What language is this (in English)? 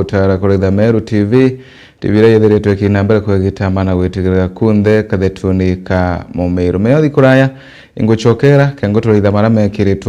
Meru